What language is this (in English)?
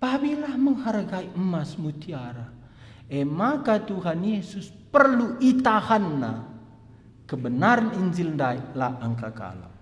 Batak Karo